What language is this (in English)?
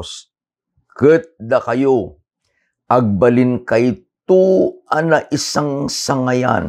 Iloko